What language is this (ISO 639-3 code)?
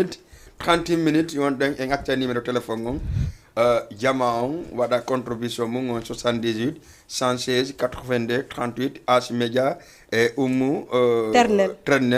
ful